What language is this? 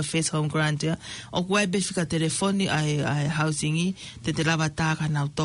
Tongan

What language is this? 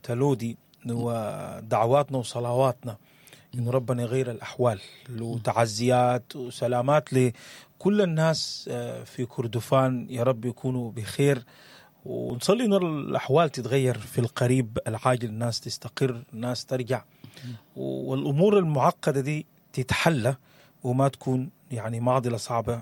Sudanese Arabic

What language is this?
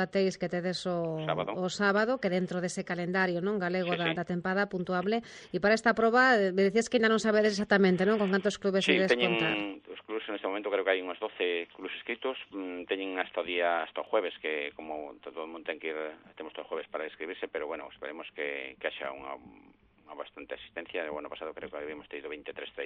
Galician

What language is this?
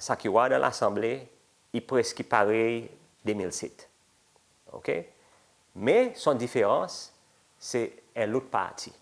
Seselwa Creole French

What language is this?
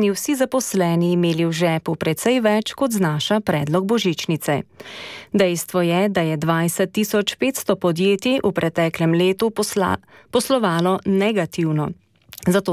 Slovenian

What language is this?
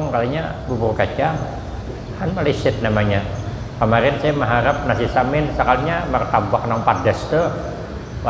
Banjar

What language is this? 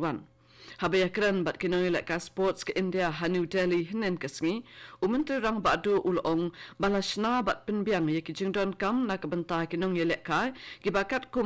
Khasi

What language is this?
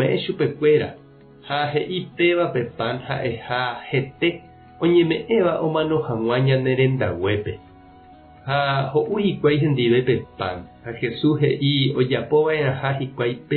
Guarani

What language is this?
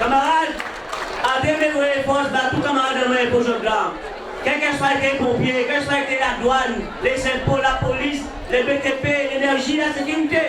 Guadeloupean Creole French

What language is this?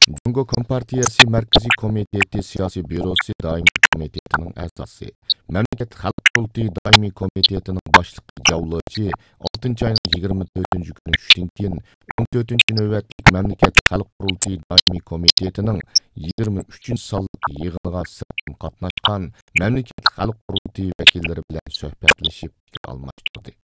Uyghur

